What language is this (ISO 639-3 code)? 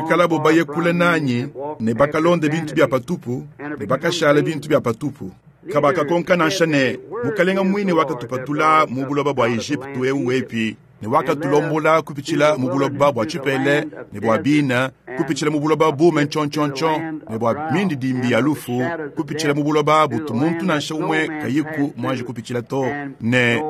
lua